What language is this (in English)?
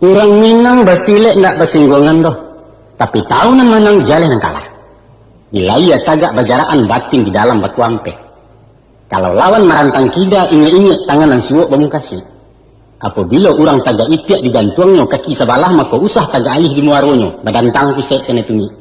Minangkabau